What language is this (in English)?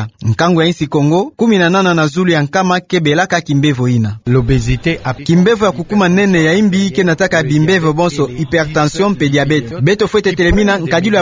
Kituba (Democratic Republic of Congo)